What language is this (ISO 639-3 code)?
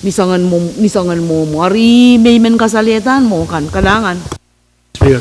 pon